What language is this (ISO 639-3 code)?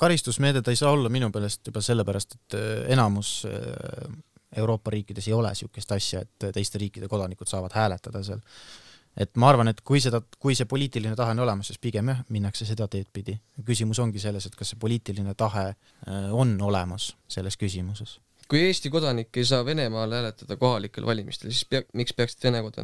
est